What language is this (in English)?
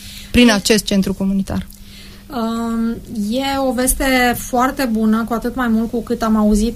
Romanian